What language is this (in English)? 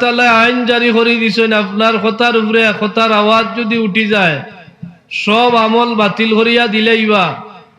Sylheti